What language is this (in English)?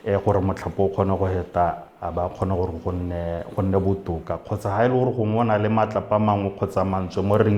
Tswana